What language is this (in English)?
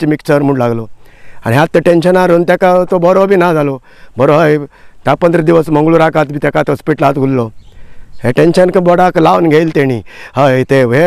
Konkani